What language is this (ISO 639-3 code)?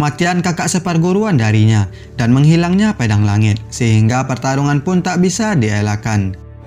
ind